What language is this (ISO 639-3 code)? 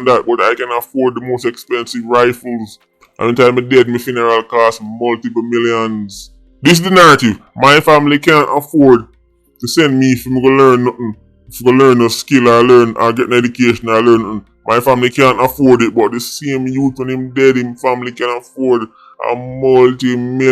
jam